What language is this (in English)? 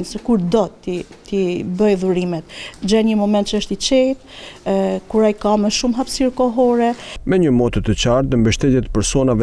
Albanian